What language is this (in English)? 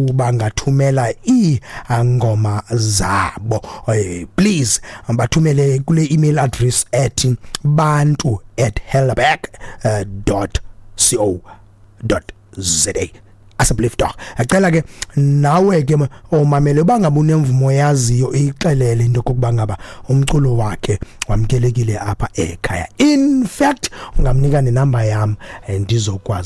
Xhosa